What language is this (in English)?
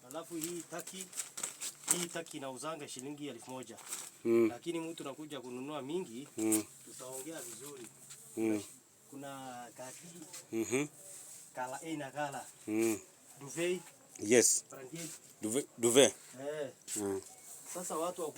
Swahili